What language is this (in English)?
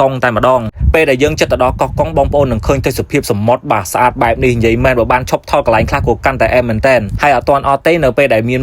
Khmer